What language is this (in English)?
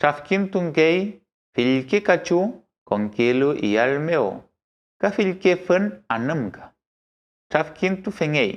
Mapuche